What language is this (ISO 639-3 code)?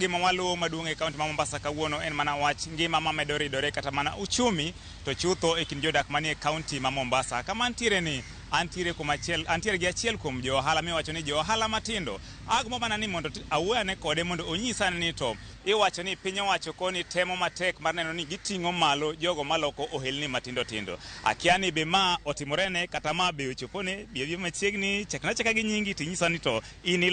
luo